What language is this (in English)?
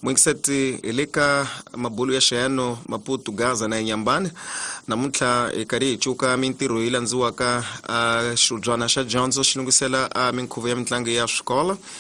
Tsonga